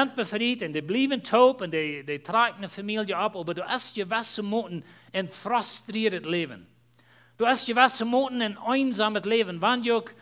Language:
Plautdietsch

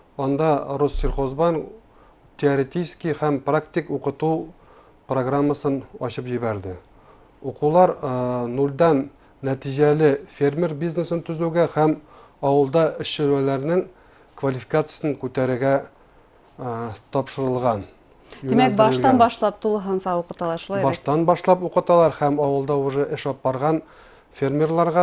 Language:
Bashkir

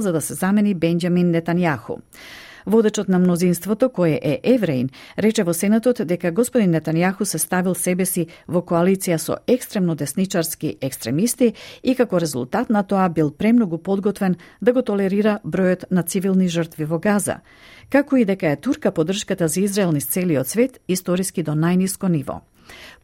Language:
Macedonian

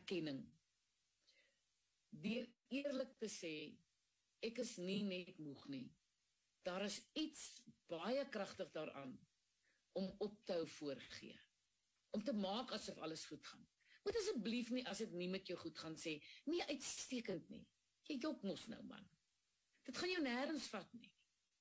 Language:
Afrikaans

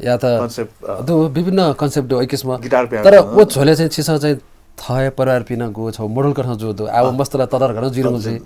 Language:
Newari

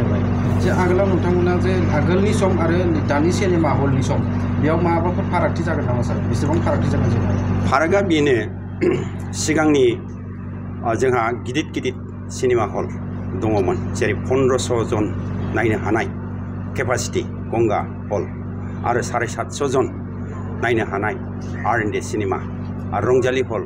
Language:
Bodo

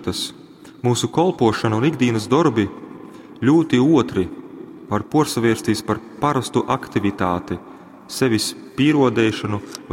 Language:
Latgalian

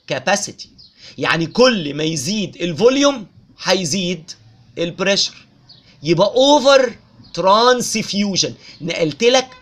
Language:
Egyptian Arabic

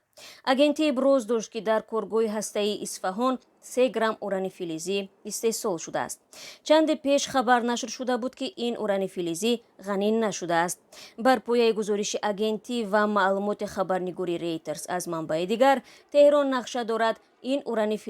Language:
Tajik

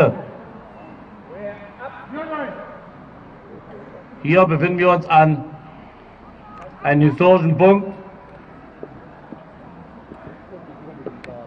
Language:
German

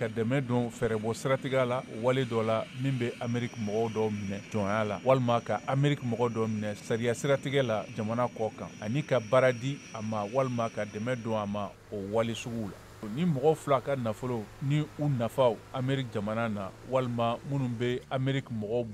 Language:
Bambara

